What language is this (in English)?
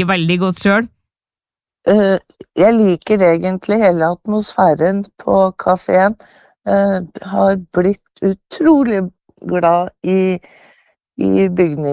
Norwegian